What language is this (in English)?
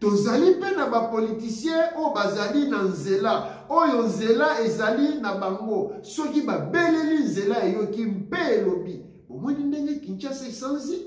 Lingala